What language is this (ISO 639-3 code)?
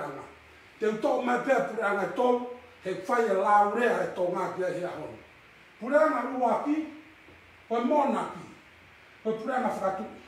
ton